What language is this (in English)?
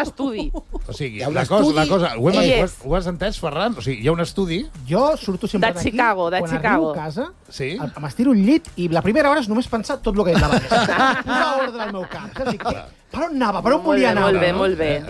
Catalan